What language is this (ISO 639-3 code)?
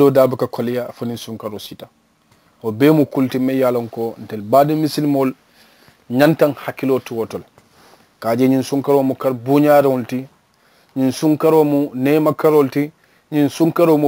man